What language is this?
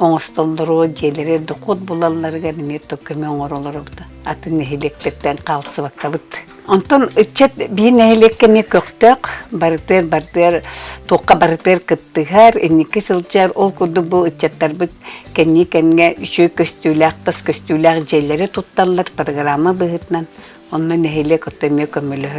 Yakut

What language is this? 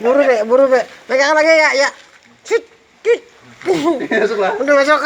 Banjar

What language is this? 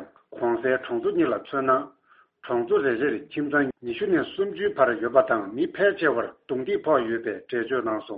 Tibetan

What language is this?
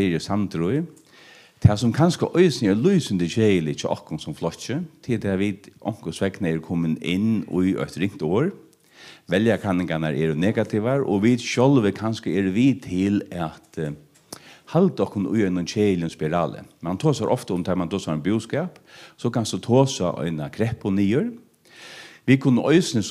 Faroese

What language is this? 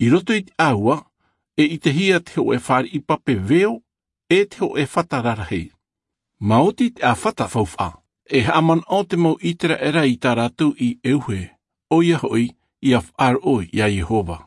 Tahitian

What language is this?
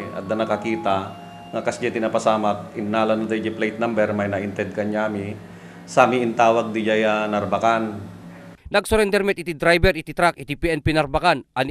Iloko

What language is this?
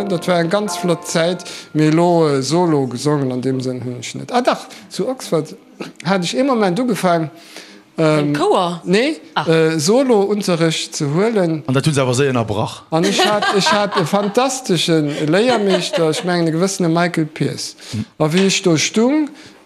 Luxembourgish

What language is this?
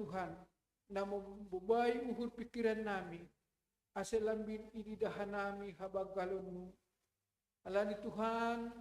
Batak Simalungun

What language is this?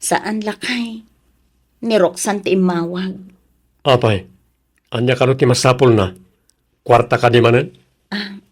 Iloko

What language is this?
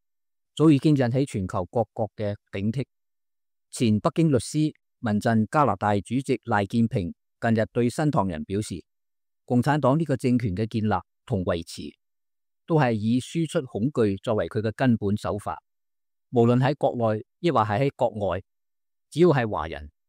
Cantonese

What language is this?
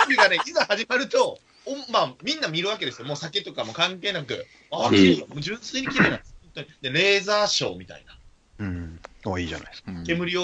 Japanese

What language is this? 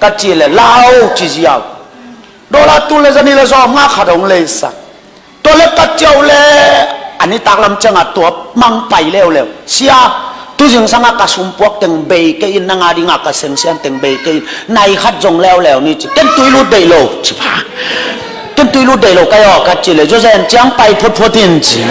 Tedim Chin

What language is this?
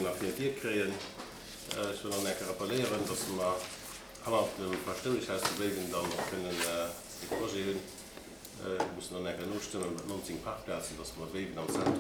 Luxembourgish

